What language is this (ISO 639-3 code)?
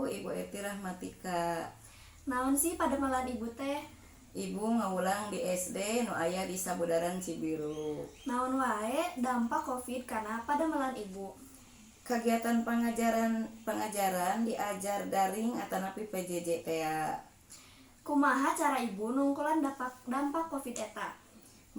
sun